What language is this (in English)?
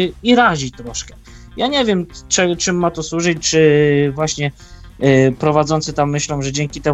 Polish